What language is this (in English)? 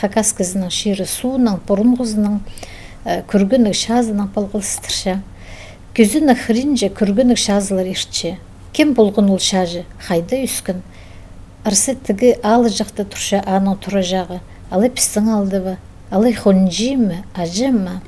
Khakas